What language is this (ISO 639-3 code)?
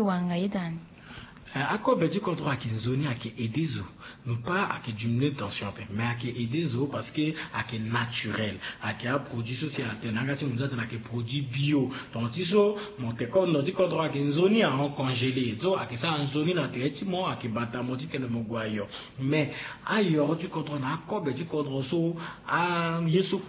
sag